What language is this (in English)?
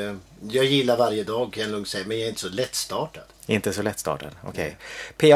Swedish